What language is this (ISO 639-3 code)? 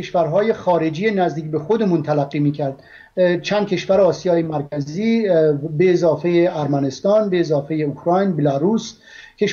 fas